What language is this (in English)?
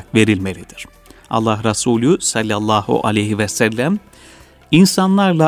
Turkish